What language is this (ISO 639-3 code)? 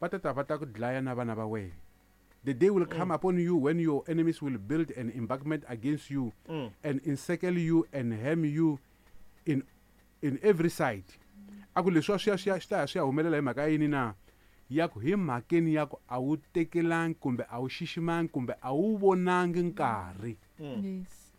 tso